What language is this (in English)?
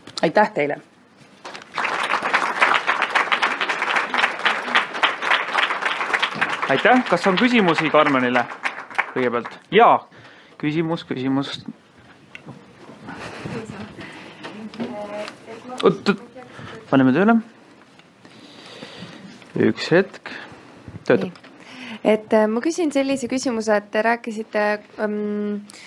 Estonian